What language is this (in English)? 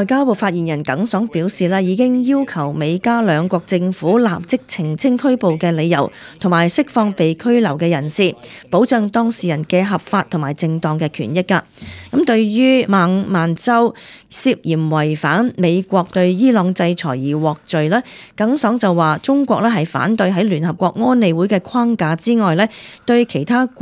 Cantonese